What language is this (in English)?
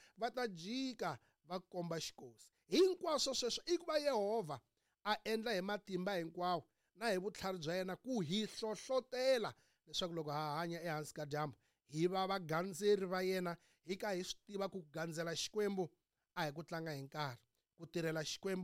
Tsonga